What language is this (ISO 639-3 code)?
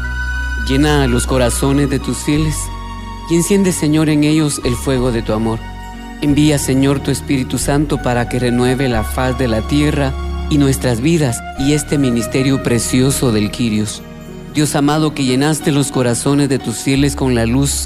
spa